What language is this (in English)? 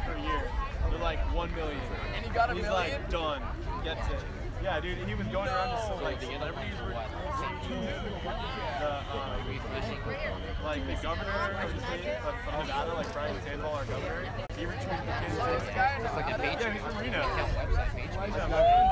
English